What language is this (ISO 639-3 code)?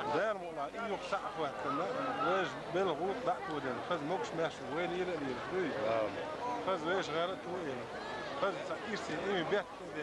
che